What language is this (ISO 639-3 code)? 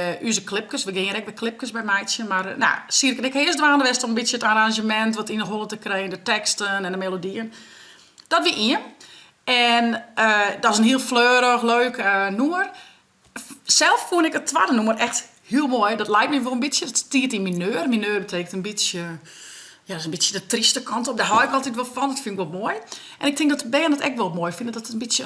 fry